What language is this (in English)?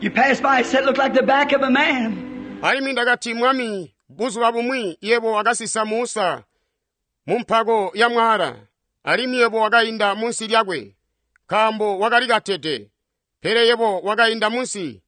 Tonga (Zambia)